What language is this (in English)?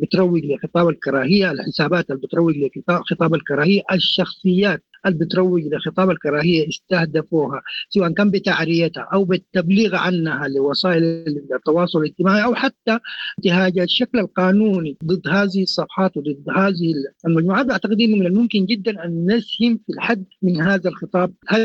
Sudanese Arabic